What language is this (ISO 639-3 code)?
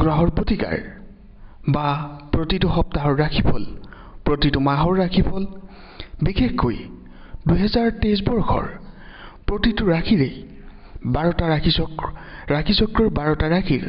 asm